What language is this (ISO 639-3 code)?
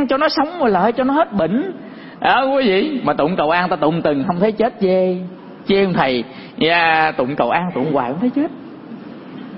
vie